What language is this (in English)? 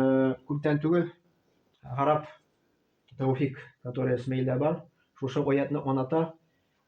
Tatar